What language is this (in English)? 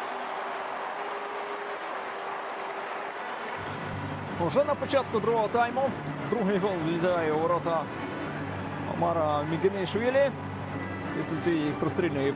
Ukrainian